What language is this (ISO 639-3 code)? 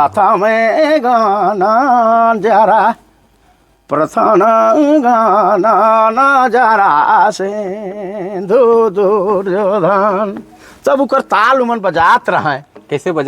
sck